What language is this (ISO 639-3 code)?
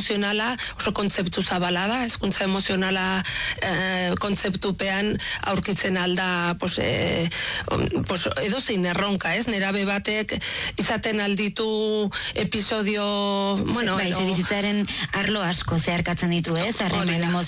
eus